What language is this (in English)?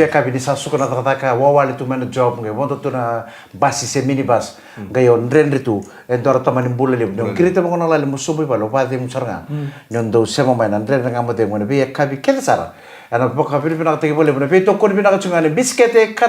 Fijian